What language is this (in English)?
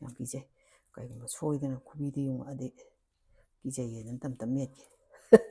Manipuri